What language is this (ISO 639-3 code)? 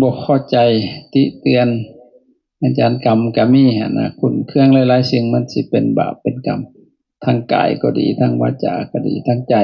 lao